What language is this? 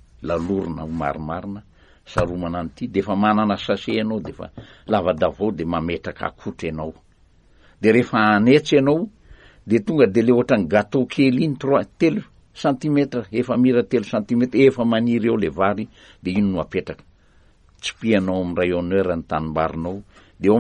Malagasy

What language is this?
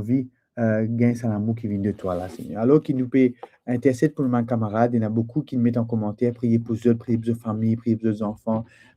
Morisyen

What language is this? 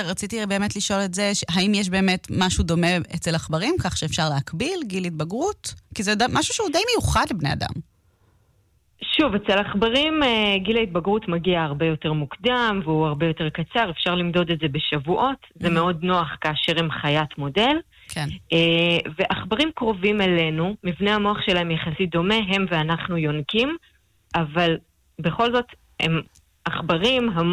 Hebrew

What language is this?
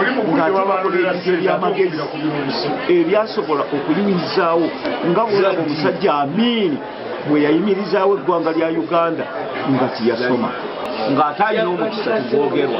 Ganda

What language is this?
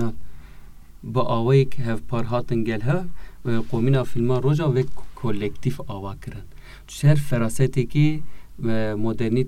Kurdish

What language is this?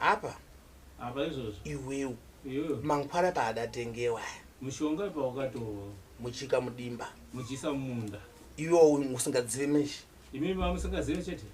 Shona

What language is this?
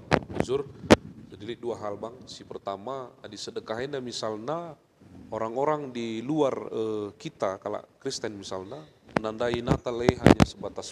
Batak Karo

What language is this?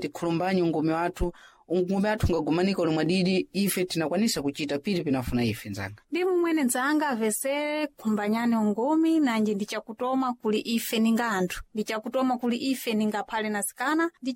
Sena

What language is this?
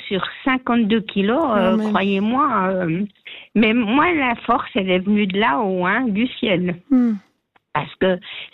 French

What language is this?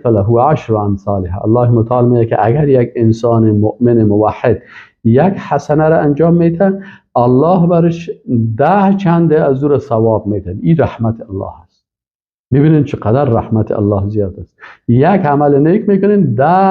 Persian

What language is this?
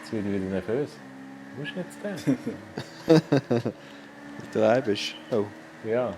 Swiss German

